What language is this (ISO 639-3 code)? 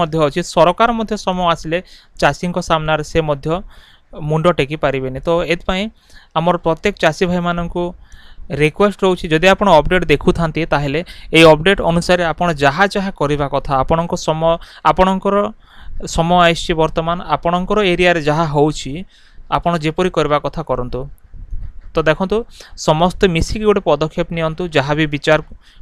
ori